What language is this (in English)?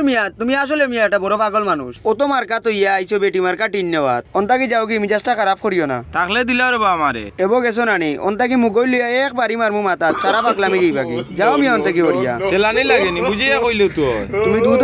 Sylheti